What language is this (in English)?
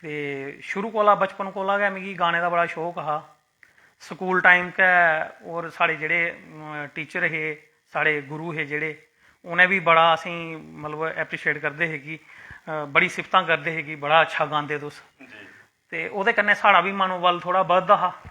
Dogri